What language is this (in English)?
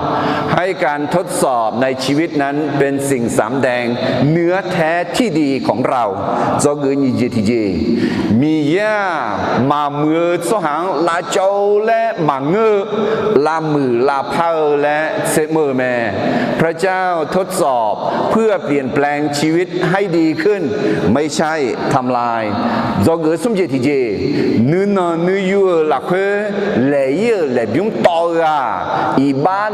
Akha